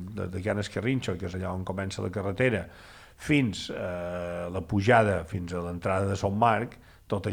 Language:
Catalan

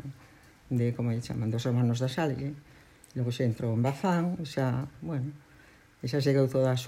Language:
Galician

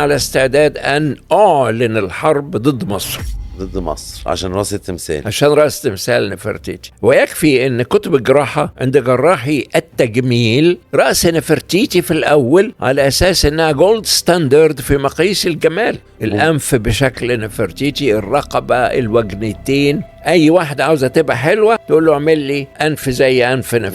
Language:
Egyptian Arabic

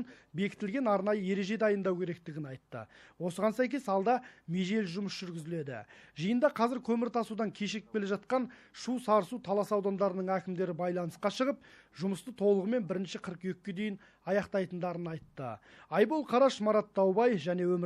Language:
Kazakh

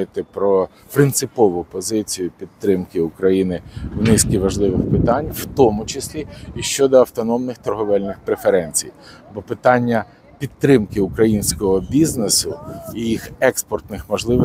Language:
Ukrainian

